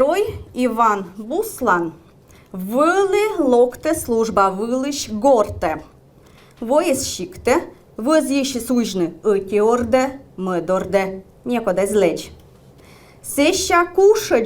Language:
Komi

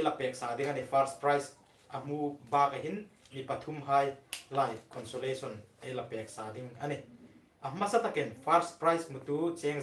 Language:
Hmar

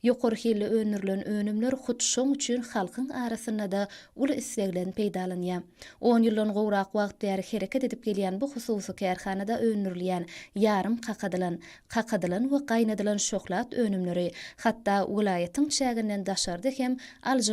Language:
Turkmen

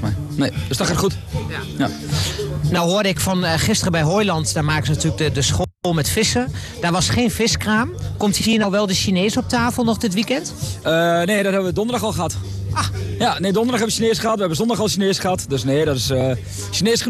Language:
Dutch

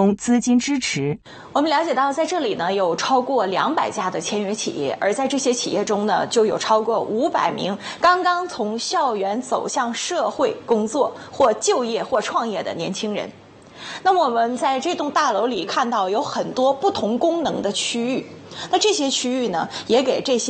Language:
Chinese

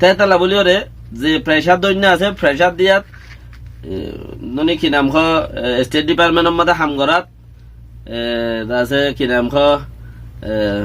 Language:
Rohingya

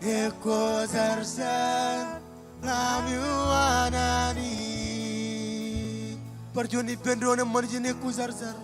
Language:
Marshallese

